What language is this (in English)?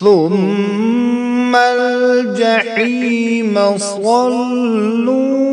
Kashmiri